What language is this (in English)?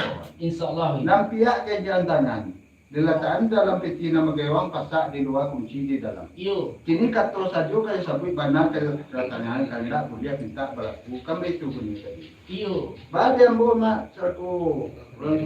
Minangkabau